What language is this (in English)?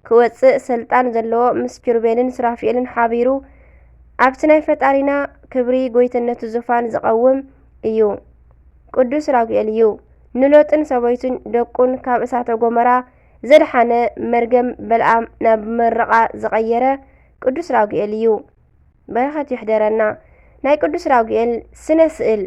Tigrinya